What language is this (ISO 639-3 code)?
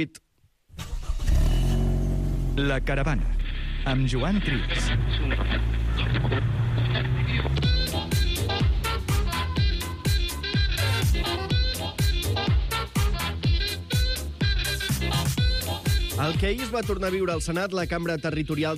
cat